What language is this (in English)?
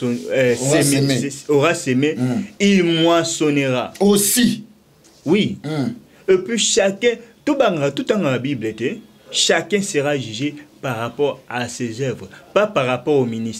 Lingala